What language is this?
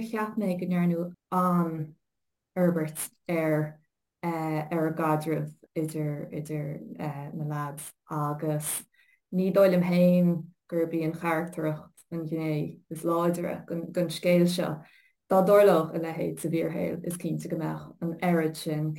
Irish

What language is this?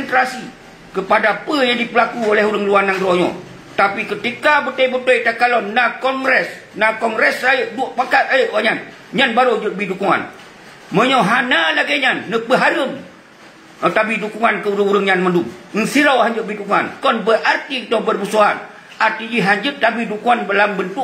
Achinese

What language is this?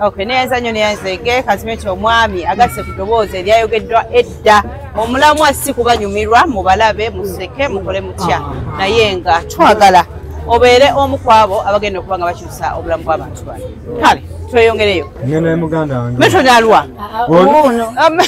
Ganda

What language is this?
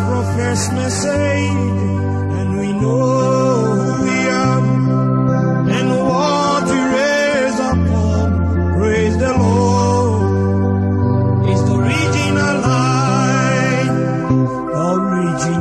English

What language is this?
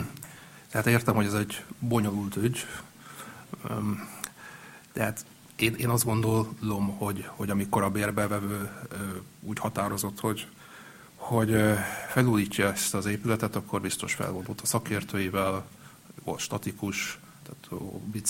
Hungarian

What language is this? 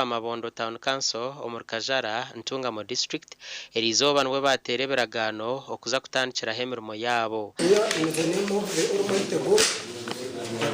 Nyankole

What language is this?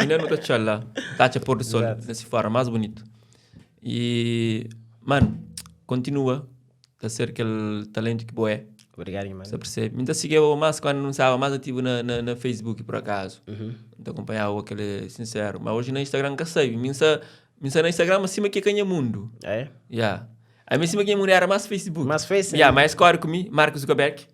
Kabuverdianu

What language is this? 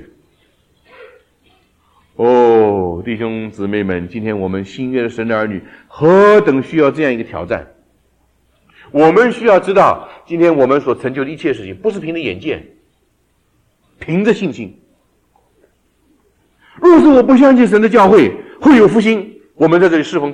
Chinese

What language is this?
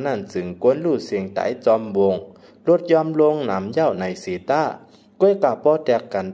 Shan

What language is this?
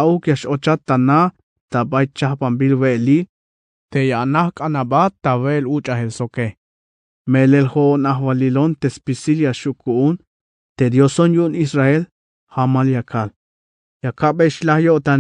Tzeltal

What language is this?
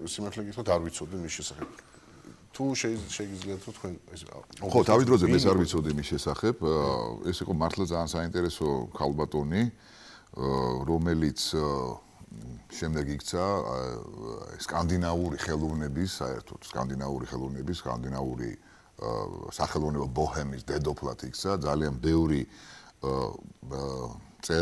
Georgian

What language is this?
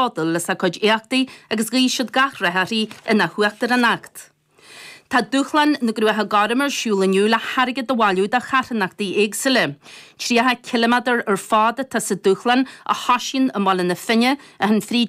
Irish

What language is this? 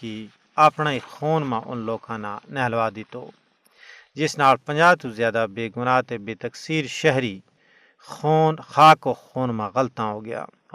Gujari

